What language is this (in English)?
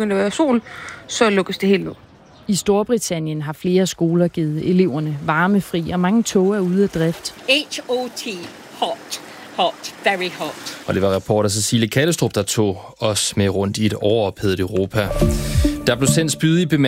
Danish